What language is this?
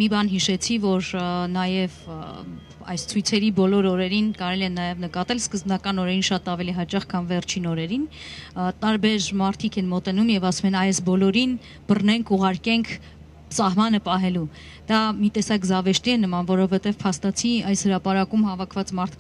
Armenian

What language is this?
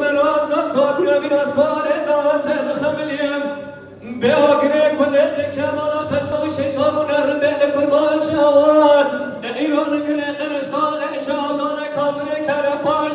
Kurdish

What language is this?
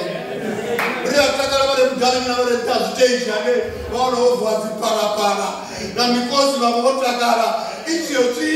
Venda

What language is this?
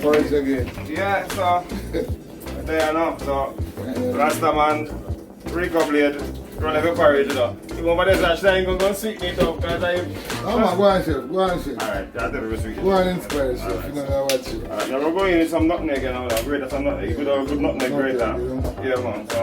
Jamaican Creole English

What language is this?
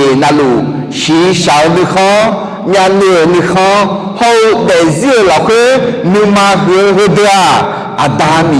Akha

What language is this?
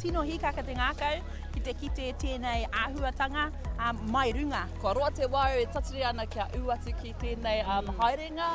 Māori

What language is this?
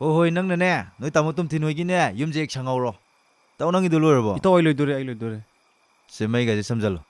Manipuri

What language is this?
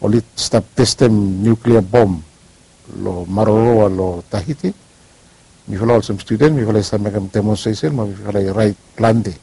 Bislama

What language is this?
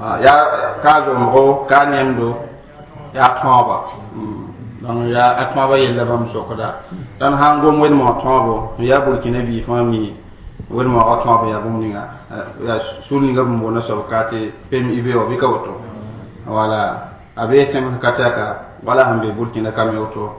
Mossi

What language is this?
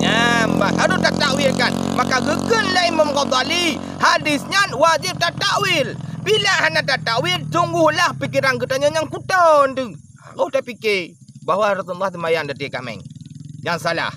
Achinese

